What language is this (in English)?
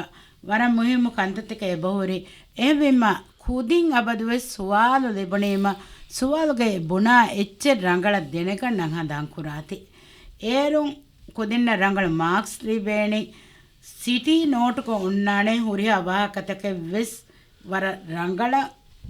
Divehi